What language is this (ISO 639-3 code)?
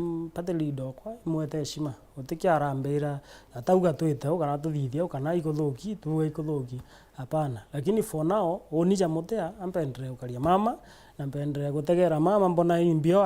mer